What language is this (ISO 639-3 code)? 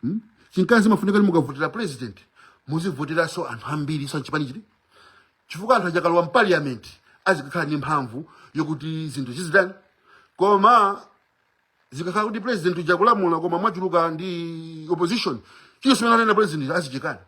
nya